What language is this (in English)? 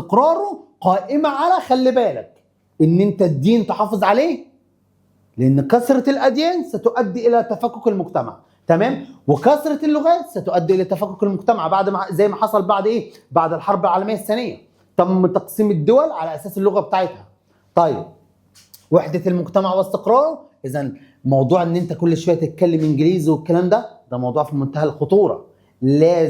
Egyptian Arabic